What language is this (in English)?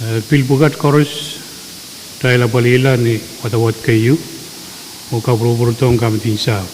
Pohnpeian